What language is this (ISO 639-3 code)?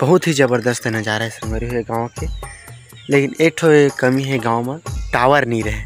hne